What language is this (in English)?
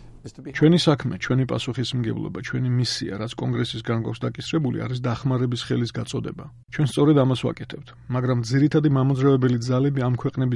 Georgian